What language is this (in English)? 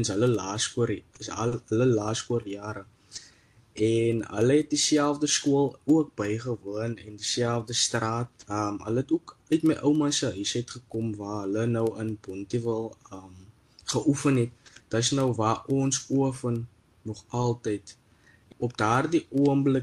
Afrikaans